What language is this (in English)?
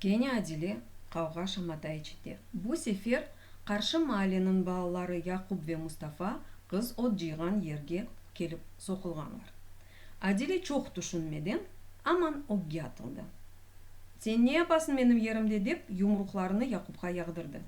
Crimean Tatar